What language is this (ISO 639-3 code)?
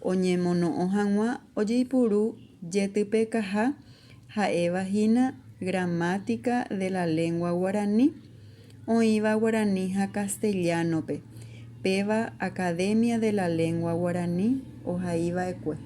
grn